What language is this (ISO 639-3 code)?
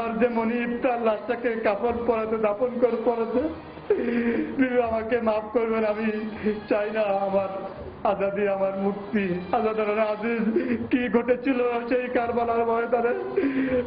ben